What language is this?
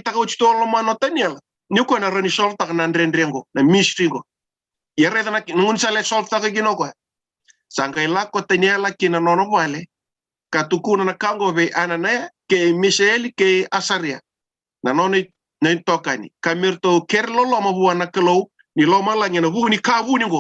Fijian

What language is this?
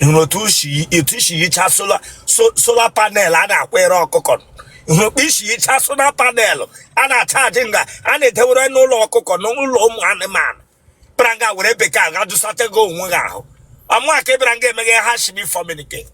Igbo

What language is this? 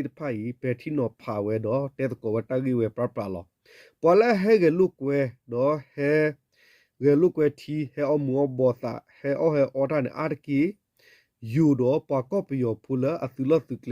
S'gaw Karen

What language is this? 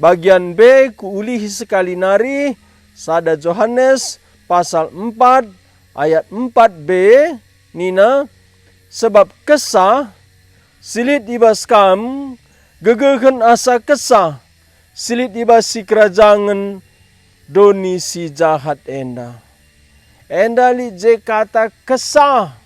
Batak Karo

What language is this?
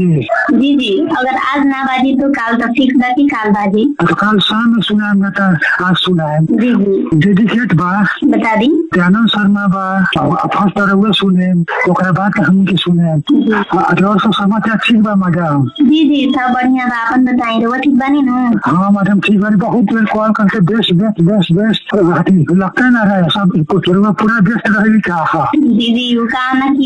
Bhojpuri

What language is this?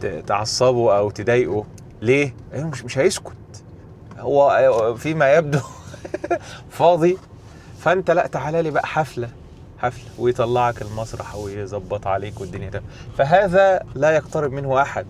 Egyptian Arabic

